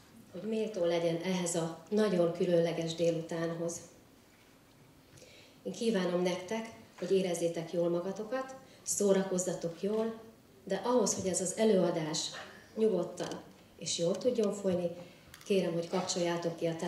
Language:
Hungarian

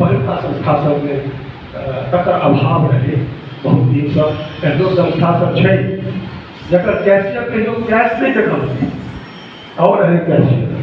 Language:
Maithili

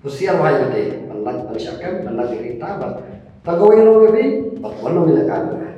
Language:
Khasi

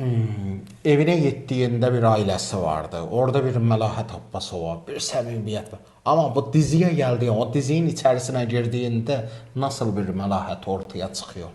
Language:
Azerbaijani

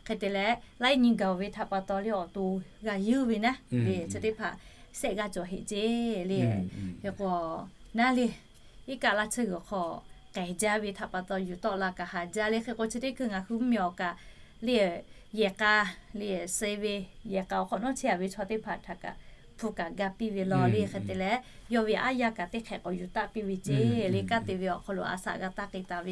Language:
Lahu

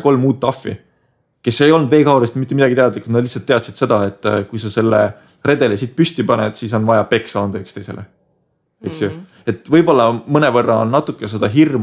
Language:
Estonian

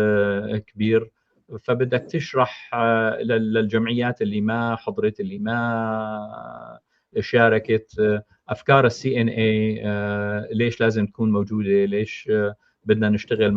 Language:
North Levantine Arabic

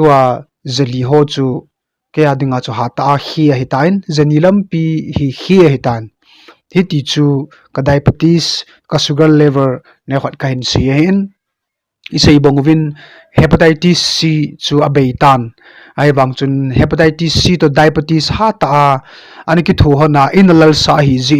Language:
Thado Chin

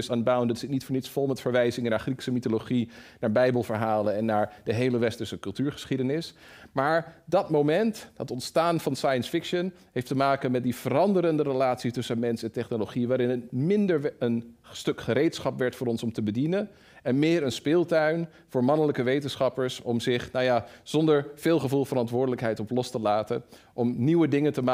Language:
Dutch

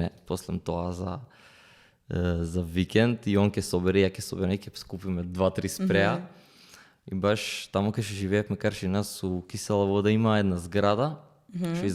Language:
Macedonian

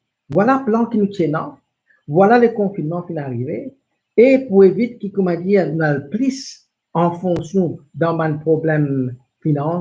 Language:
Morisyen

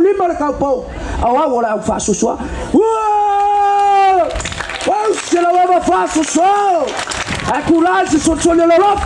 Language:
Samoan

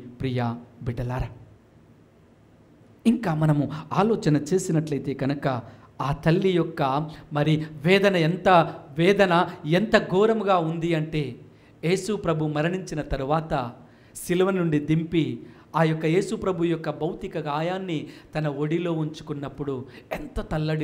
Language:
Telugu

